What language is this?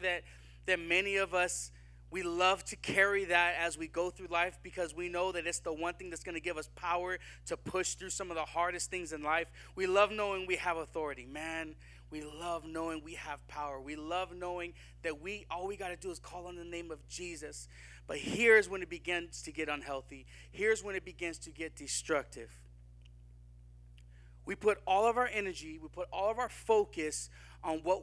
English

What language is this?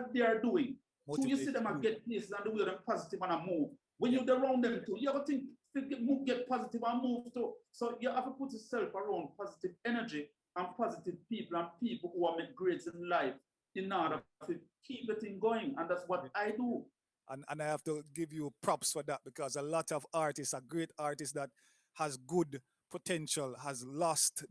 Jamaican Creole English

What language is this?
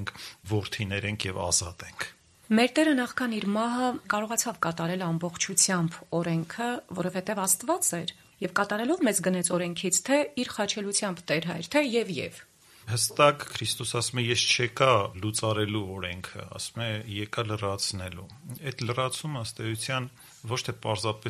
Armenian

